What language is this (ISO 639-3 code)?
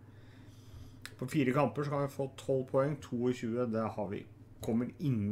nor